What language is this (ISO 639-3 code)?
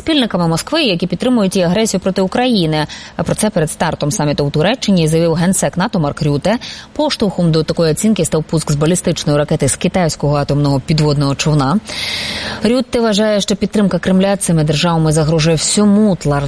ukr